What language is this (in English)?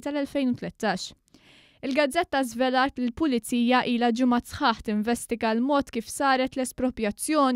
Maltese